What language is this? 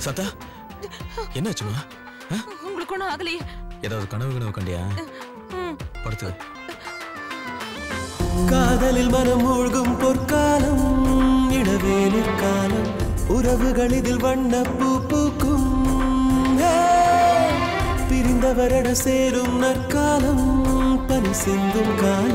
Tamil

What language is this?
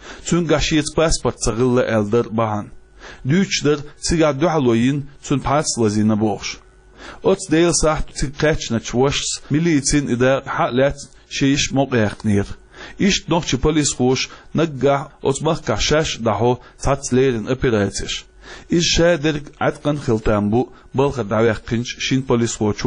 Chechen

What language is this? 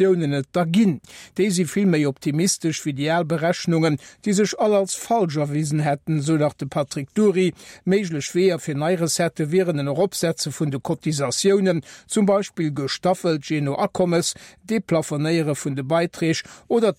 Luxembourgish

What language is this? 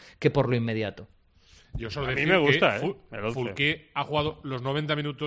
Spanish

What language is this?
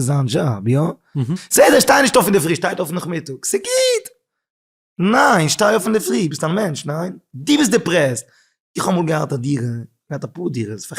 Yiddish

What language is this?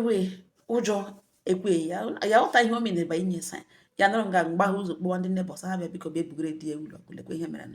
Igbo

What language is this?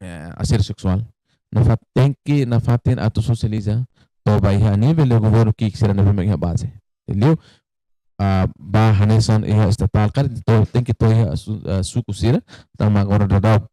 Tetum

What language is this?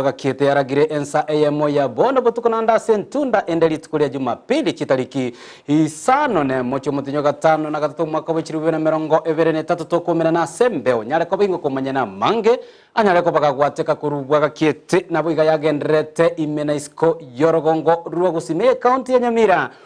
Gusii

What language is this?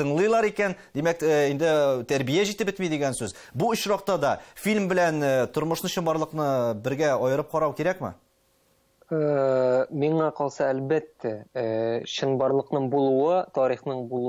Tatar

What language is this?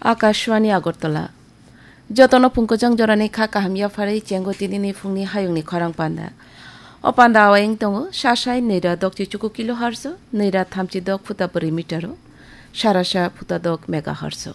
Kok Borok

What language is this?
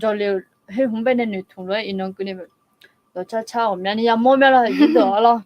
Akha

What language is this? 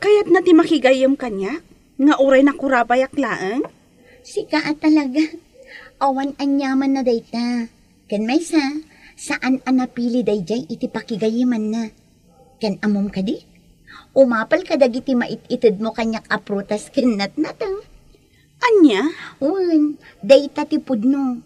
Iloko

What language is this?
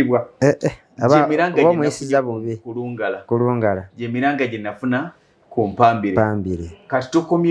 Ganda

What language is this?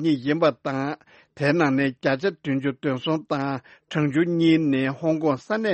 Tibetan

